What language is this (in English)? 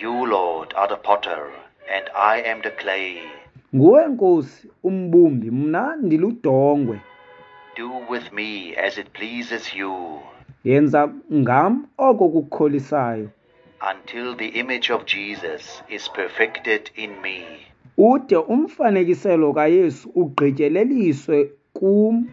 Xhosa